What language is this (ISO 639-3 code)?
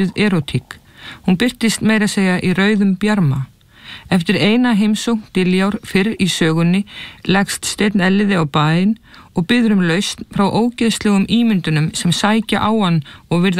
isl